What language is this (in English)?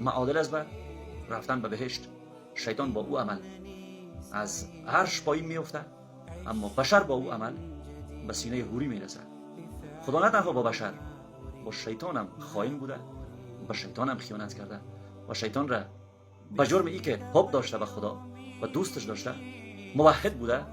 Persian